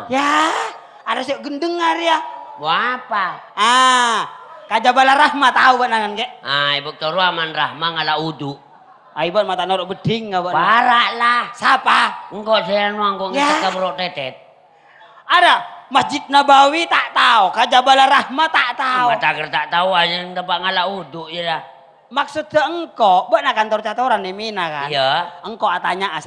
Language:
Madurese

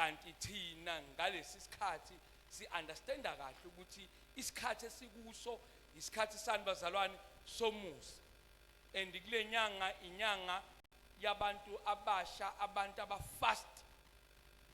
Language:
Zulu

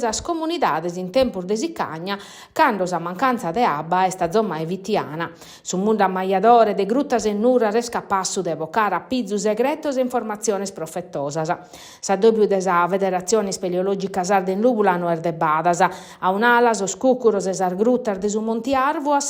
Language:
Sardinian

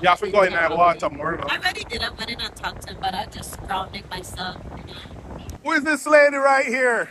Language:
Jamaican Creole English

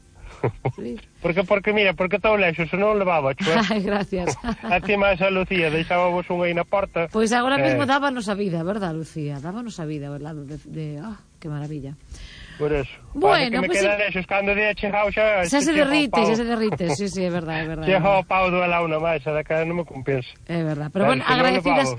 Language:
Galician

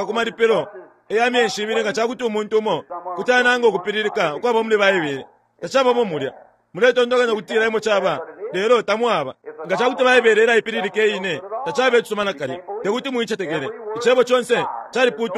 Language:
Bemba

